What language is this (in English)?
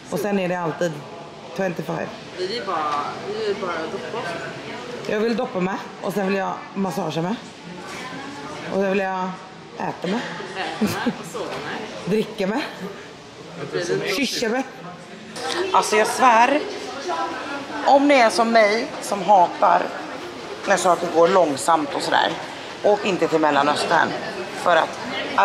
Swedish